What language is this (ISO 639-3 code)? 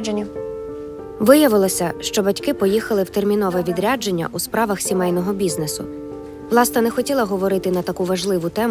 ukr